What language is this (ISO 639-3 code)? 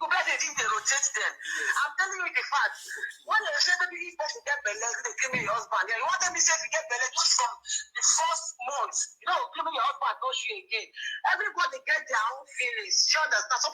pcm